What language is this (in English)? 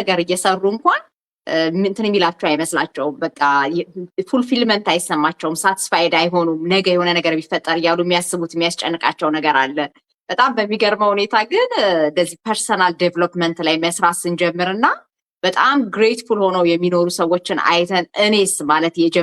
Amharic